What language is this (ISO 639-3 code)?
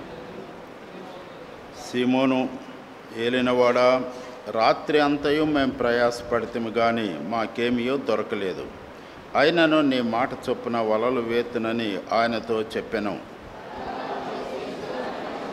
tel